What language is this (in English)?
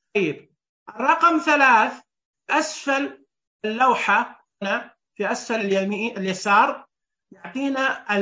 Najdi Arabic